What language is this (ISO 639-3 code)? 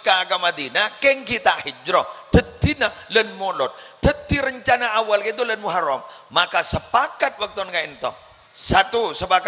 mad